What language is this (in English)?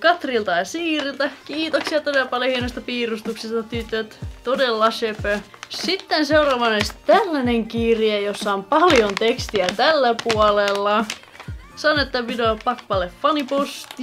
Finnish